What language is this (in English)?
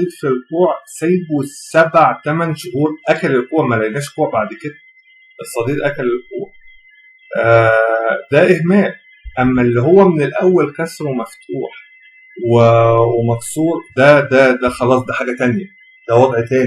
Egyptian Arabic